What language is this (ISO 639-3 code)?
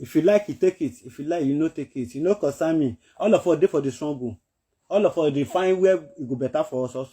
pcm